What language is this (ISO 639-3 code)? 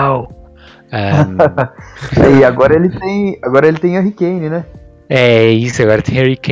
por